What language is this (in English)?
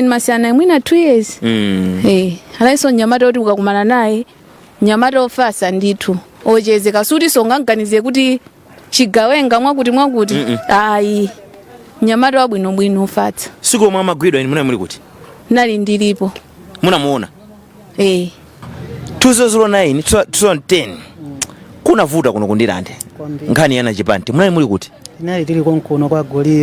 Nyanja